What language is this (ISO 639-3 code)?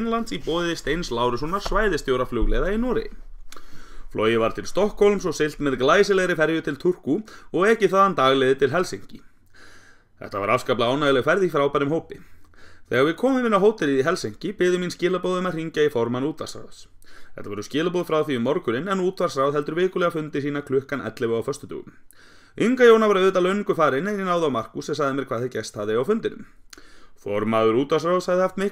isl